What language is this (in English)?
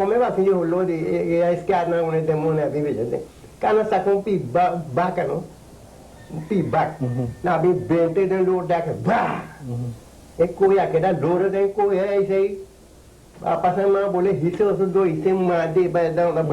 Papiamento